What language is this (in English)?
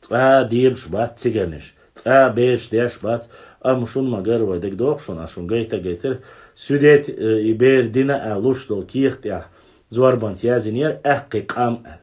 Chechen